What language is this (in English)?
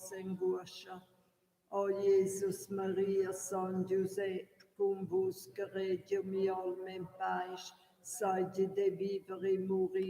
Romansh